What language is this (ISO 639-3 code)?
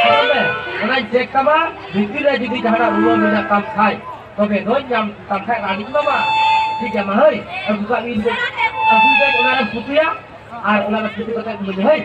sat